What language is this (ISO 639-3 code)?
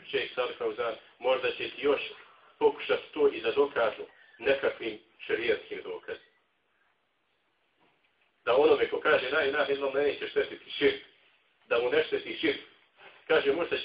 bos